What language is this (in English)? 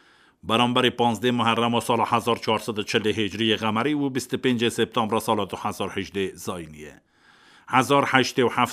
Kurdish